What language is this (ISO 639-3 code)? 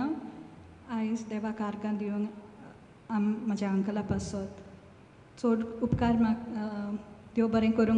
kok